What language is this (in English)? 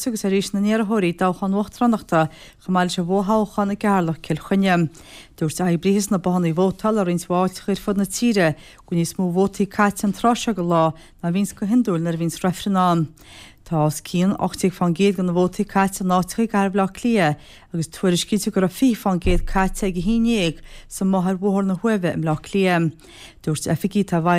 Irish